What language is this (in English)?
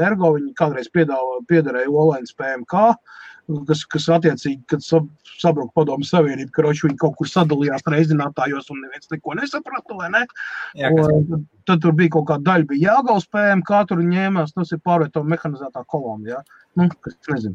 Latvian